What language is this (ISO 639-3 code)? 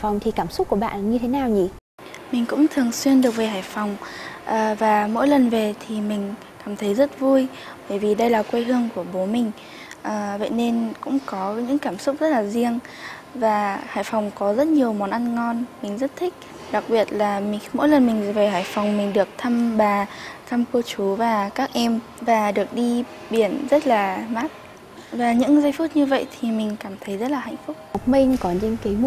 vie